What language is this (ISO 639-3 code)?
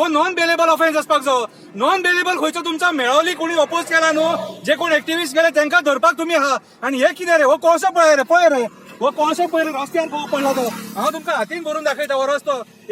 kok